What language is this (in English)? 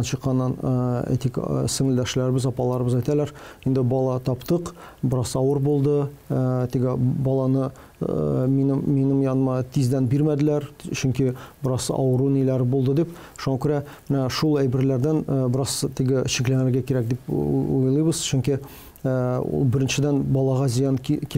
Tatar